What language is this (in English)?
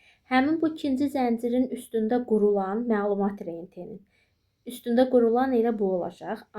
Azerbaijani